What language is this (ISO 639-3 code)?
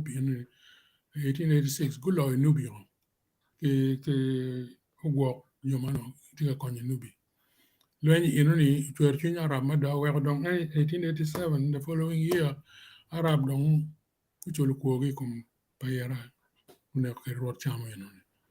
ach